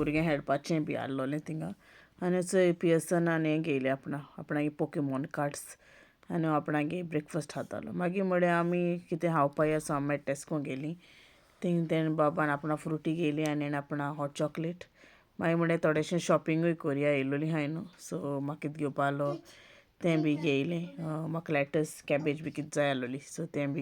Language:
Konkani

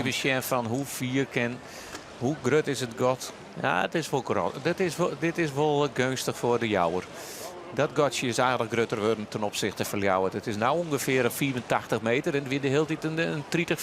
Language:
Western Frisian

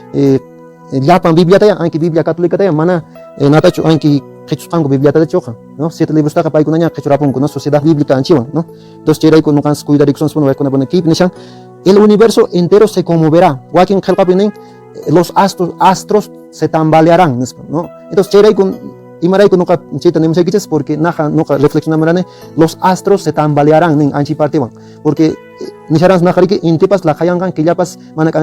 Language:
Quechua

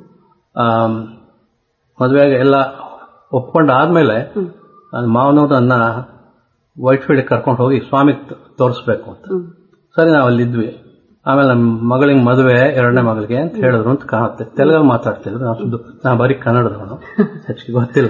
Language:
Kannada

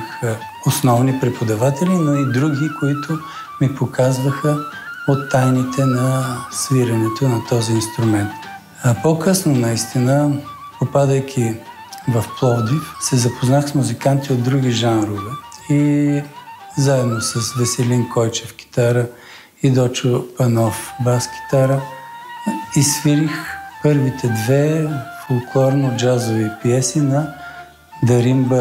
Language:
Bulgarian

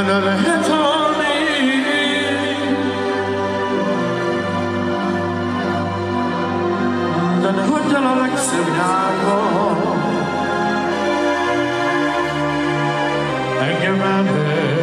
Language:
Hungarian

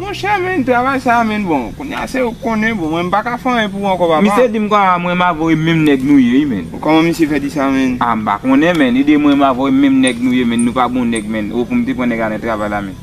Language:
Haitian Creole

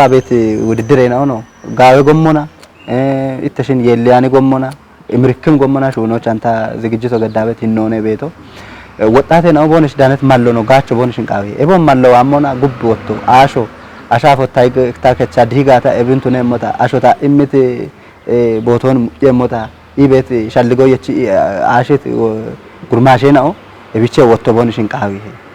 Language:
Kafa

